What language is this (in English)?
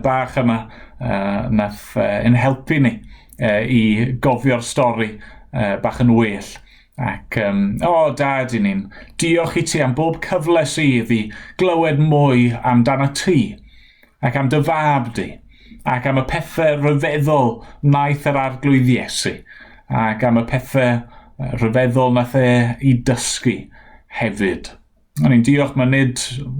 Welsh